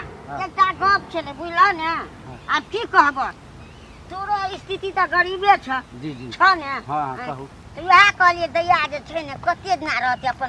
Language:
Maithili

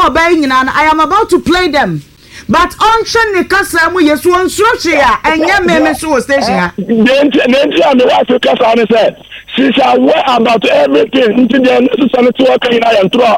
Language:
Akan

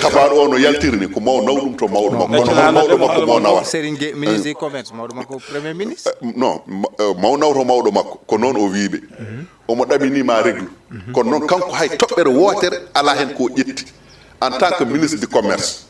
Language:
Fula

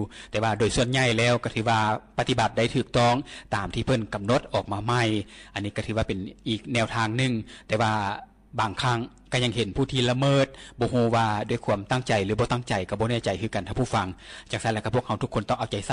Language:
Lao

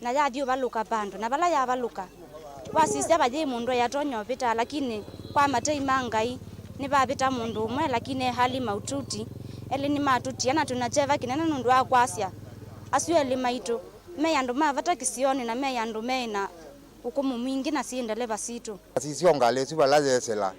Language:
Kamba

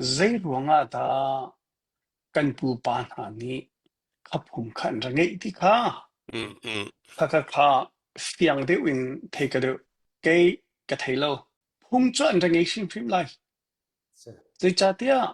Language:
Hakha Chin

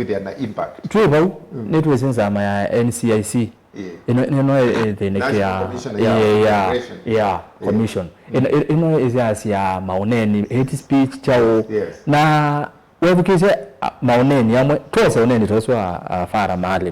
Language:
Kamba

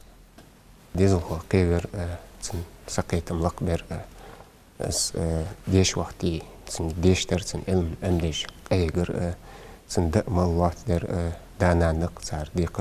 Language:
Ingush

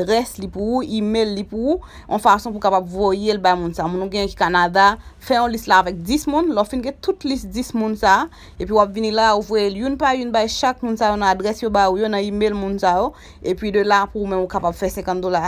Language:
Haitian Creole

